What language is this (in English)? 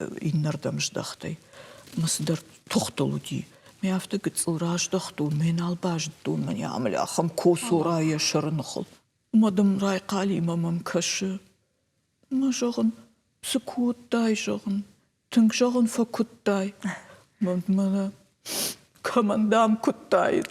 Ossetic